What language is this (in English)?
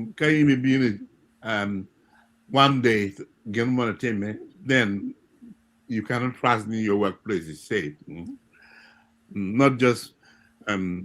Acoli